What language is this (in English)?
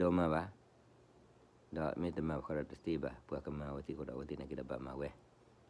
S'gaw Karen